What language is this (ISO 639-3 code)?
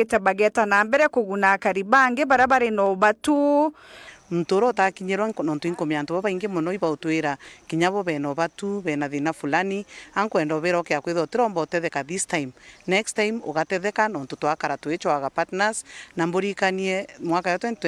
mer